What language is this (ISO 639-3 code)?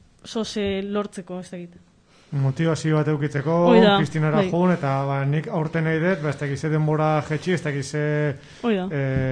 eus